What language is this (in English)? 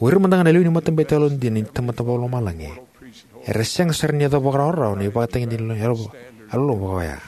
Fijian